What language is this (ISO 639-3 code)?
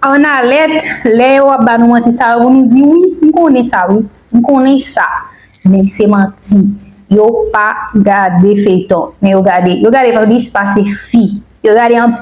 hat